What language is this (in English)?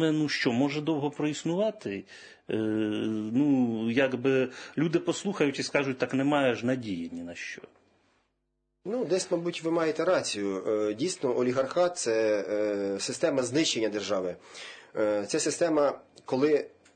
Ukrainian